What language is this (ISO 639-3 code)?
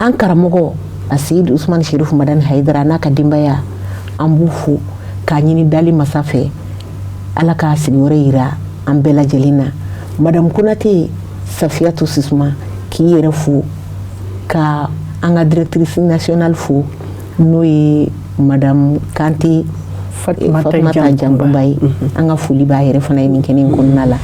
bam